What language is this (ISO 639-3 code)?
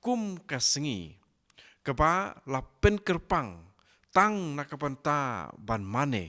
kha